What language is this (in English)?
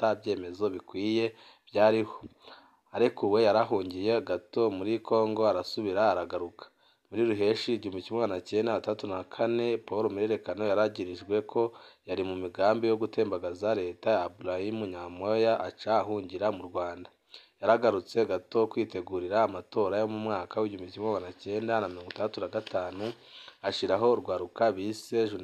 Rundi